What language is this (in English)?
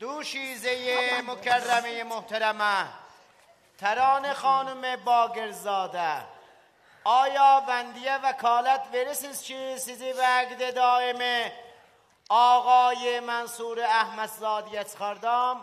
South Azerbaijani